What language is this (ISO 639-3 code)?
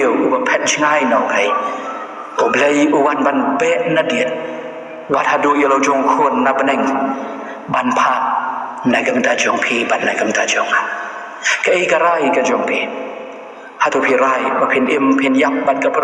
kha